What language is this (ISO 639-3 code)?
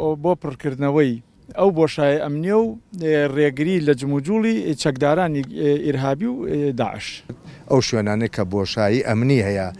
ckb